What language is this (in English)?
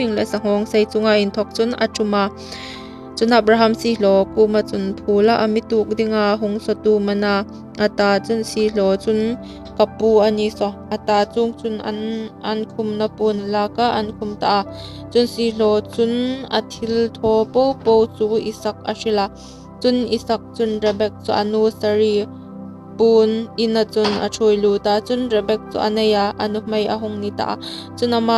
Hmar